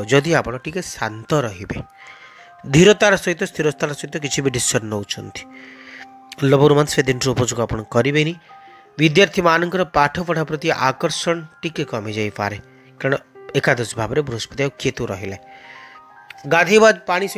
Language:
Odia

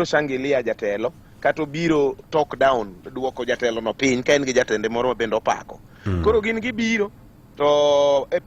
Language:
Luo (Kenya and Tanzania)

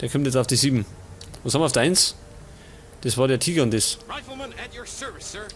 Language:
Bavarian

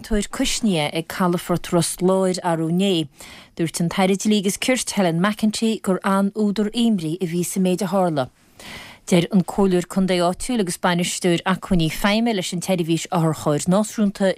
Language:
Irish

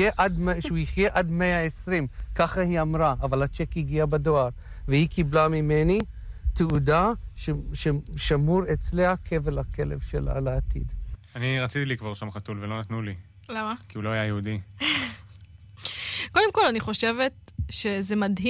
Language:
Hebrew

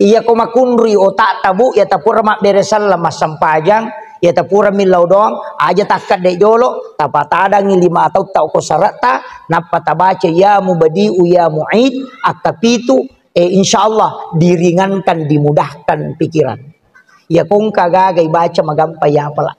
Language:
Buginese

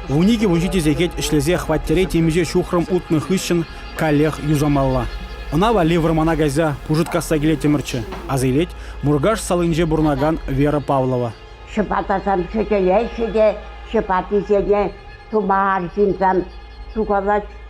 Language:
Chuvash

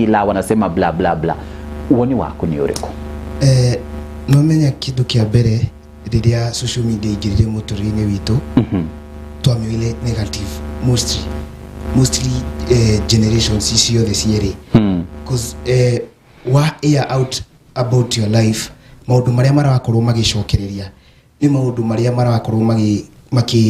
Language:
Kikuyu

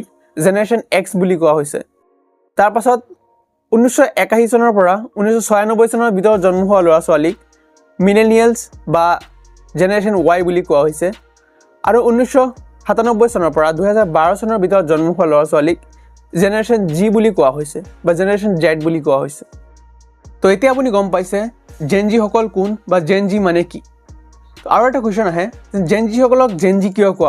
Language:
Assamese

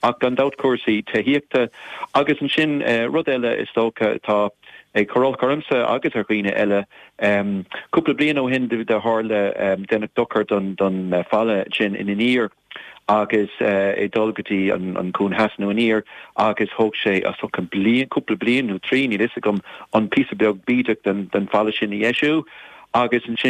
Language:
Irish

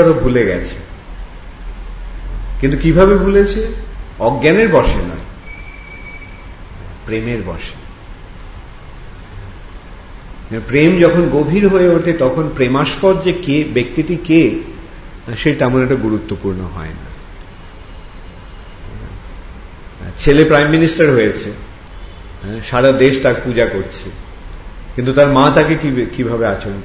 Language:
Bangla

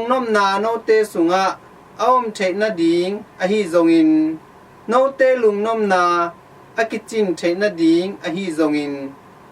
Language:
Tedim Chin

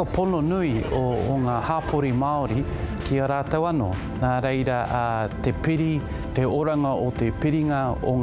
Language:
Māori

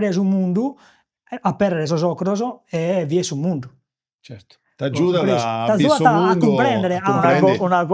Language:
Sardinian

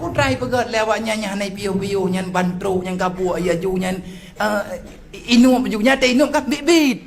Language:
Achinese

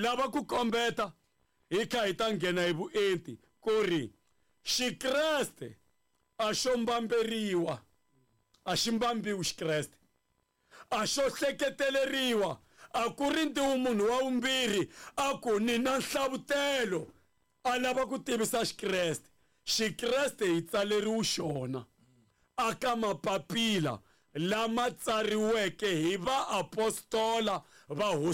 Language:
Tsonga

